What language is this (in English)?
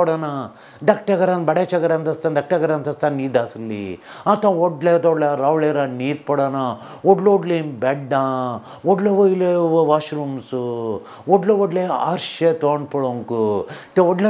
Konkani